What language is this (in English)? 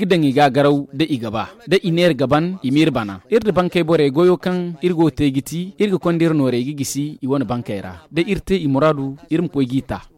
Zarma